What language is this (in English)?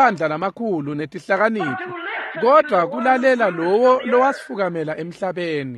Swati